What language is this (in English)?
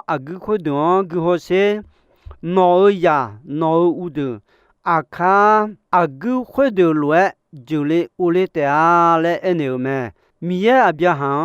Akha